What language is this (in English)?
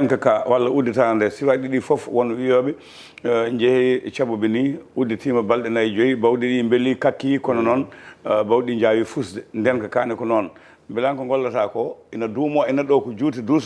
Fula